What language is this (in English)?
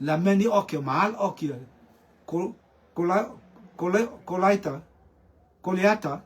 Rotuman